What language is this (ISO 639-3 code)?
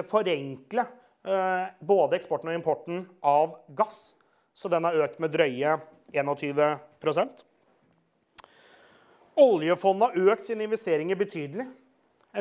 nor